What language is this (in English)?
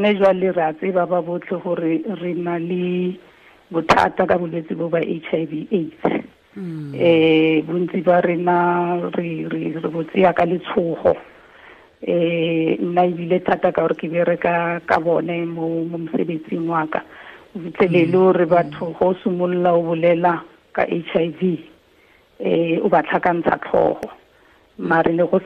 Tswana